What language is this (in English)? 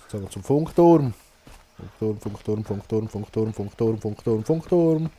Swiss German